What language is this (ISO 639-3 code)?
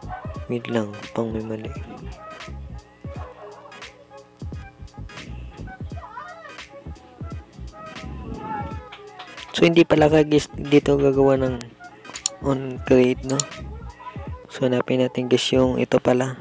fil